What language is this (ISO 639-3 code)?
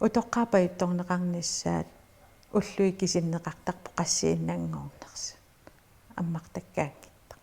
kal